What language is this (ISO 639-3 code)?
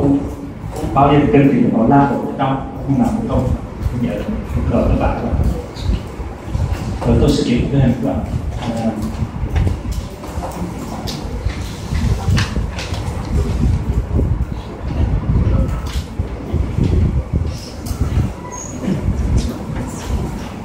vie